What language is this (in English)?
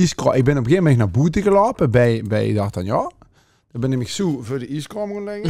Limburgish